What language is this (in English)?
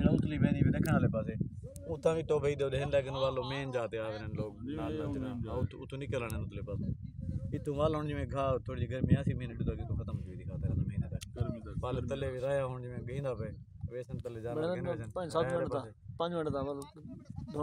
Saraiki